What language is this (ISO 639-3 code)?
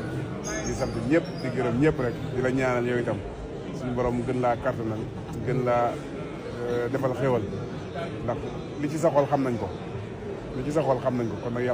wol